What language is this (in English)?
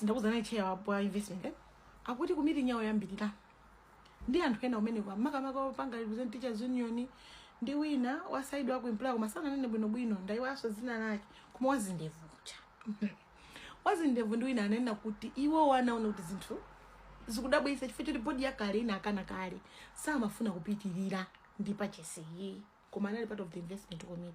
Nyanja